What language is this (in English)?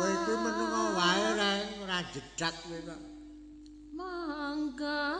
Javanese